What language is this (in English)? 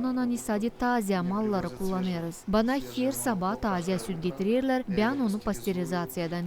Gagauz